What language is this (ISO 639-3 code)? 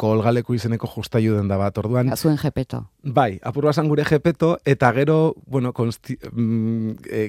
eus